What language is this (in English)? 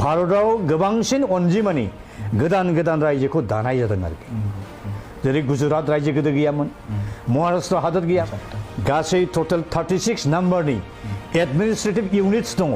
Bodo